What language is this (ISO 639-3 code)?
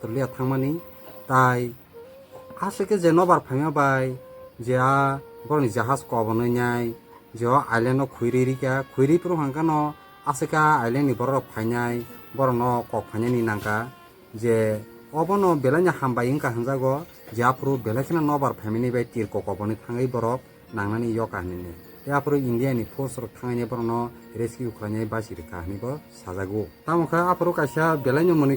trp